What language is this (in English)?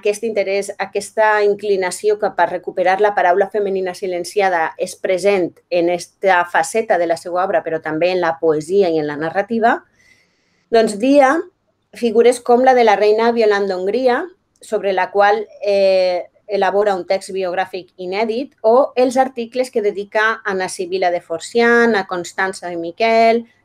Catalan